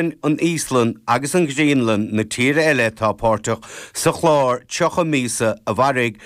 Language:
Irish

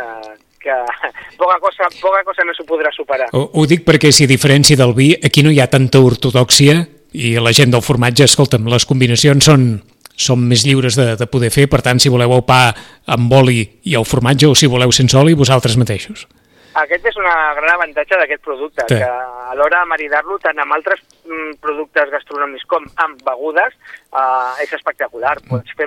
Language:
Catalan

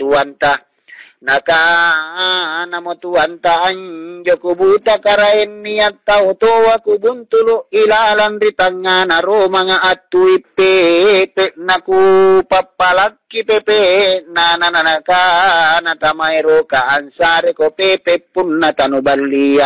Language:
Makasar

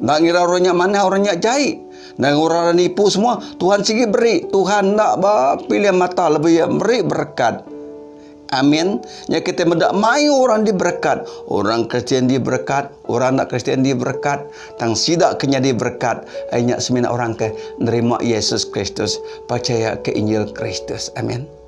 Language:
Iban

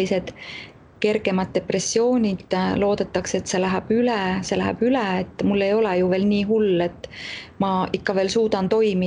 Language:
Estonian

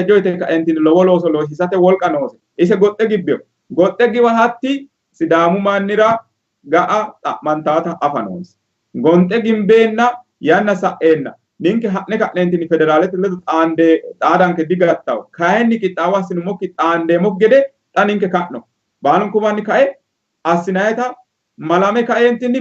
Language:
Sidamo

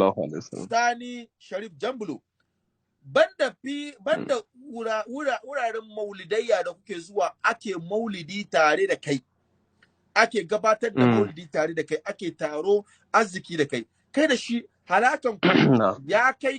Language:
Hausa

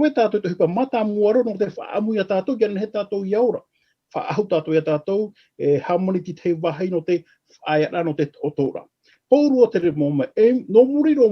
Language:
Tahitian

